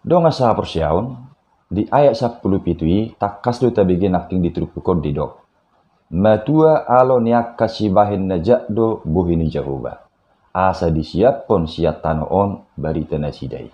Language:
Batak Toba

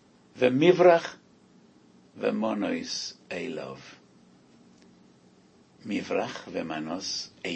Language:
Hebrew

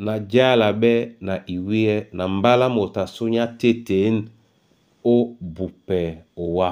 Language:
Duala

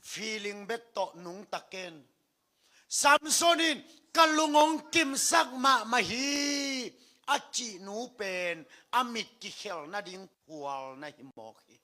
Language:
Tedim Chin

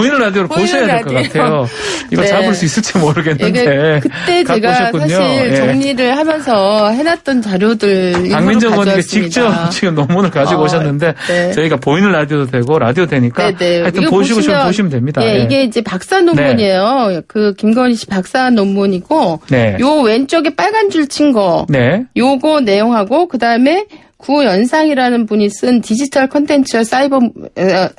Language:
Korean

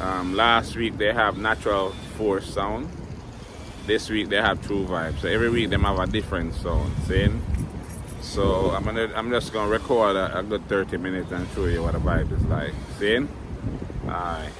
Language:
Jamaican Creole English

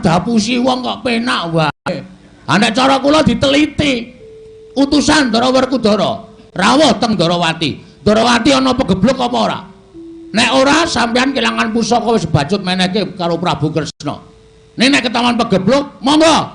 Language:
Javanese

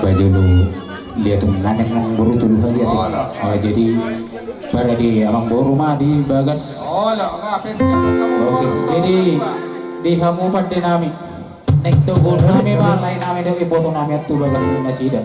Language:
Batak Toba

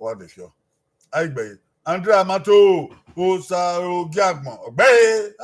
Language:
Bini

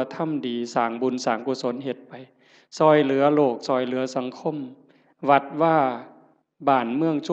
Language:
Northeastern Thai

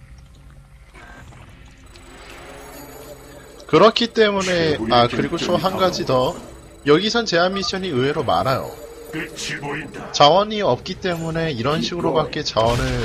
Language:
Korean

